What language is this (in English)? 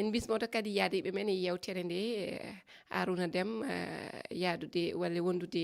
Fula